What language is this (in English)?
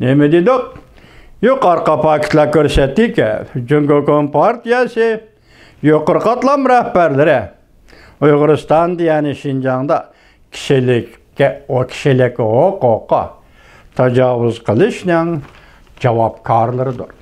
Uyghur